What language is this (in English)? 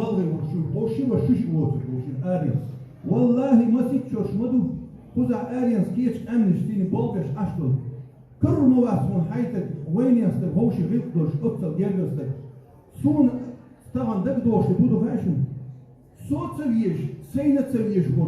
Chechen